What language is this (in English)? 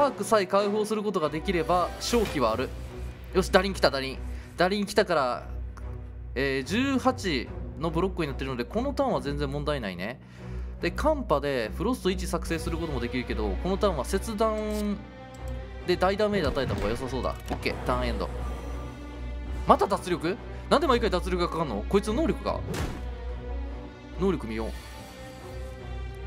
Japanese